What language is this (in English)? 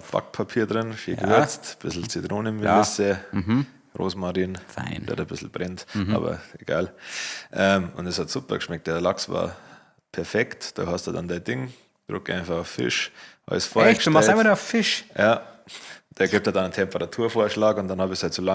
Bavarian